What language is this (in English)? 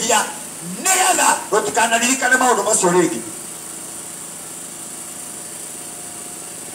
Kikuyu